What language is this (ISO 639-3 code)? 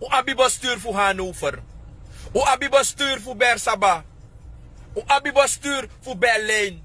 srn